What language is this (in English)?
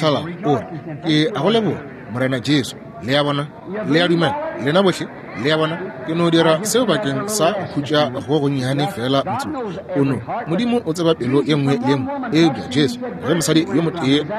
Northern Sotho